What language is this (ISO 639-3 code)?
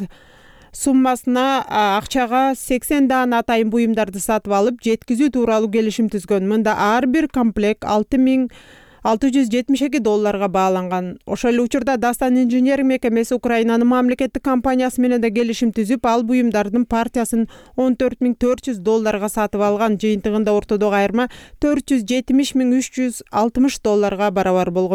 kir